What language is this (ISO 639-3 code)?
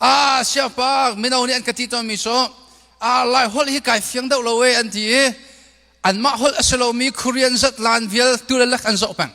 cnh